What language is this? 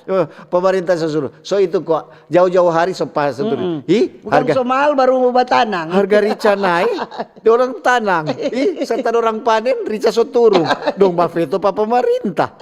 Manado Malay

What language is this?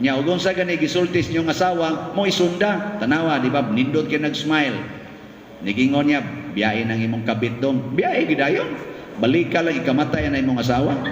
Cebuano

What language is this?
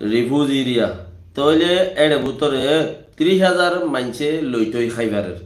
Rohingya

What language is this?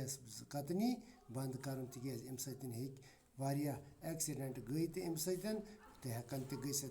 Kashmiri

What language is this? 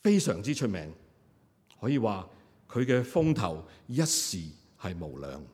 Cantonese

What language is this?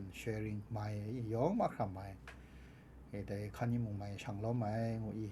Kachin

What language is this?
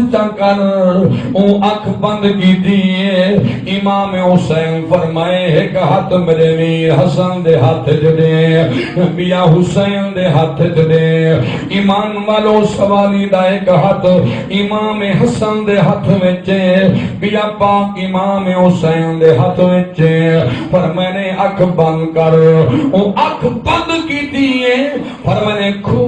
Saraiki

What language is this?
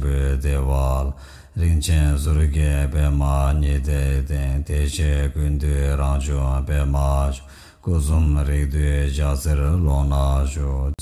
Tibetan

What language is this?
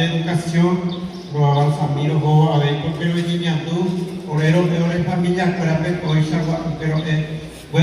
Guarani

